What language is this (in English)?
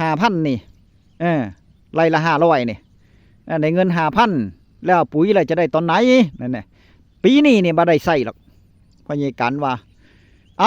Northeastern Thai